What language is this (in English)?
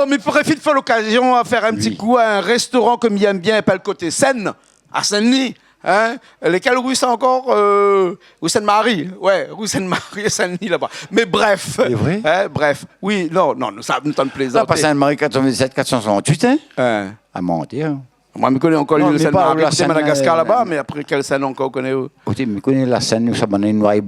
Réunion Creole French